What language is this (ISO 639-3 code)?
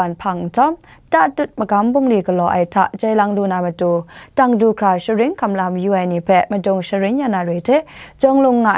kac